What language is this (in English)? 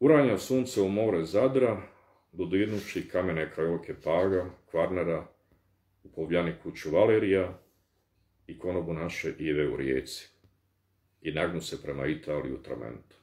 Bosnian